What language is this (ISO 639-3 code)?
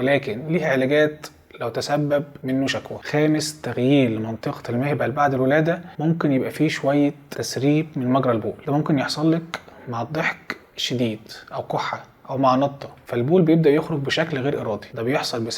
arz